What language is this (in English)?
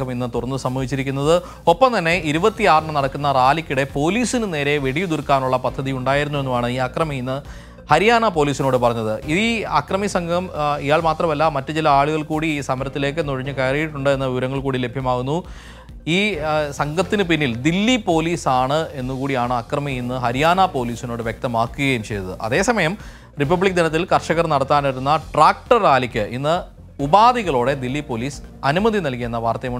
Malayalam